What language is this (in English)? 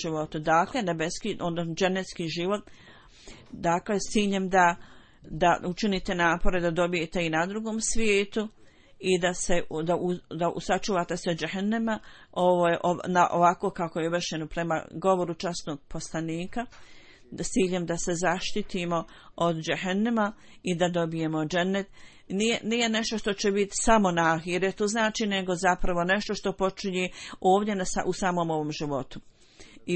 Bosnian